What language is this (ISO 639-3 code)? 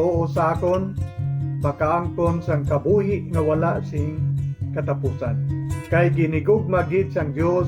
hil